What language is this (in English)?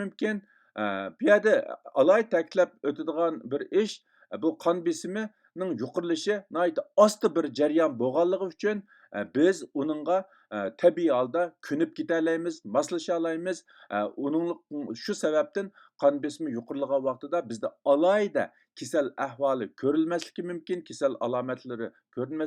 Uyghur